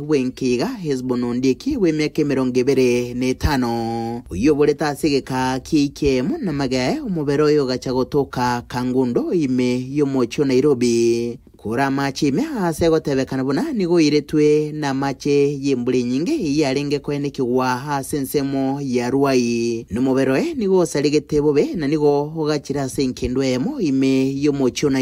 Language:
Gusii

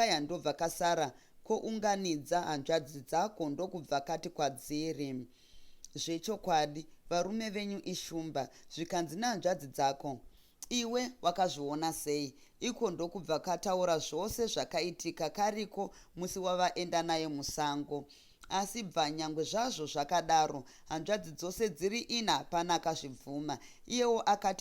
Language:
Shona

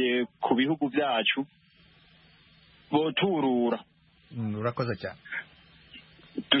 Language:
Kinyarwanda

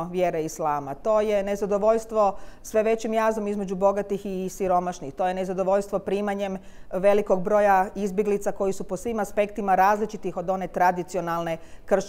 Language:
Croatian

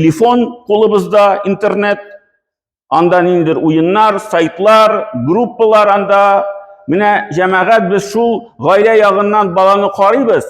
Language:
Tatar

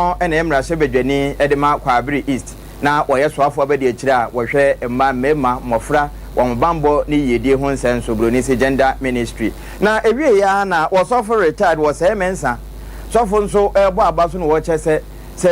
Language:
Akan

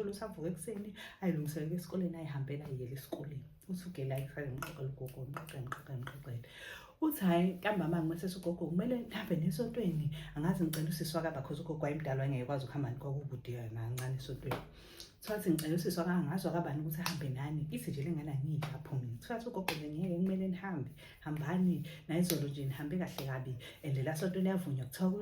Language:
Zulu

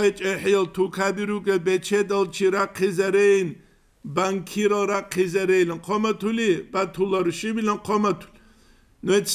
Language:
Avaric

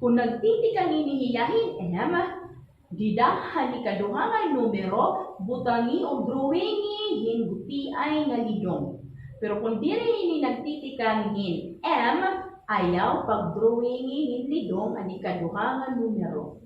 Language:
Waray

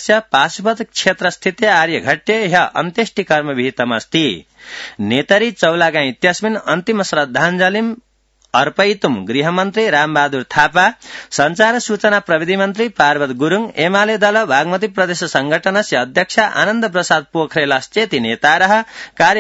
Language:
Sanskrit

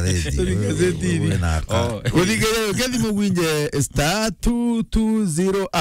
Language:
Meru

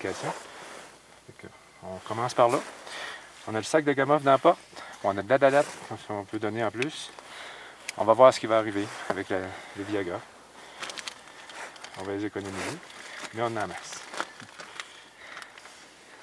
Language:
French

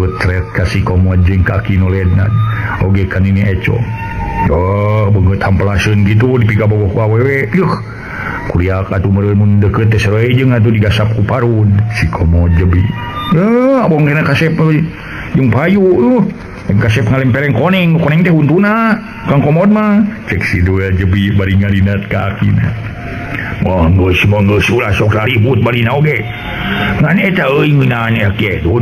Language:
Sundanese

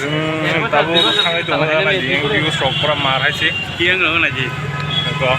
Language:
Kok Borok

